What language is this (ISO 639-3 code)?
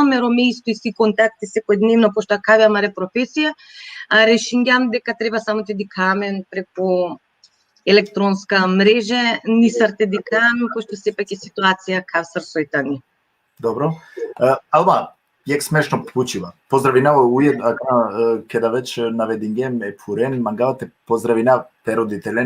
rmn